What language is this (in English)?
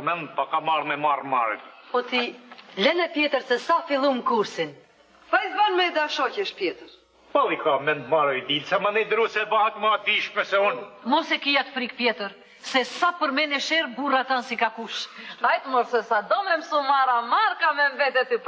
Albanian